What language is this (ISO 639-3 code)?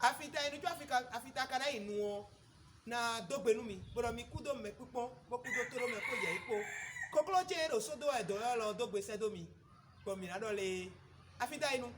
fon